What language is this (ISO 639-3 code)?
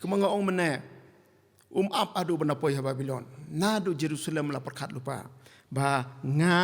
kha